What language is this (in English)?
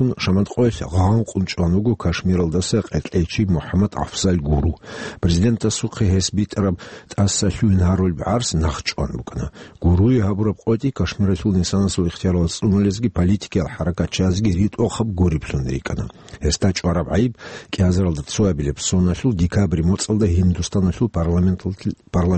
Avaric